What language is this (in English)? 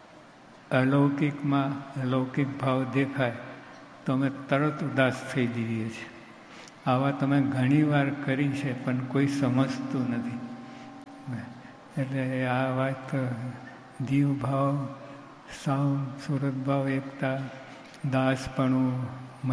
Gujarati